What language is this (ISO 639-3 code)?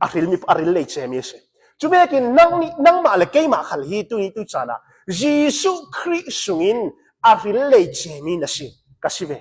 cnh